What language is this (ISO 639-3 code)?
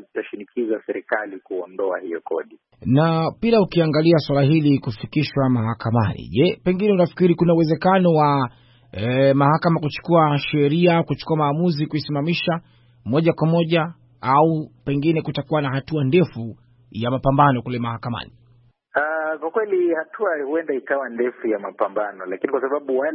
swa